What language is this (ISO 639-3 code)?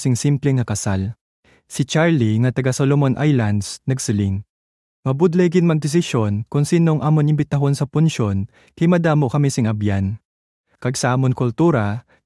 hil